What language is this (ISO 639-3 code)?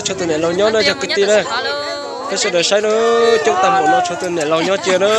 hmn